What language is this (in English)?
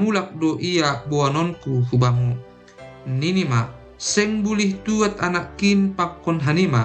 Batak Simalungun